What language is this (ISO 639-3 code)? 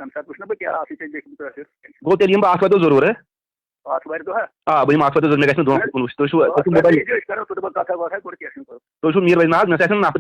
kas